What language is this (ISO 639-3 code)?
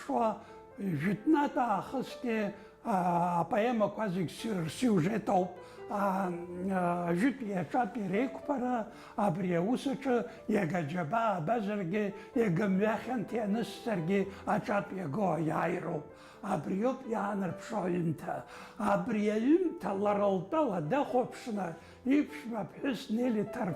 abk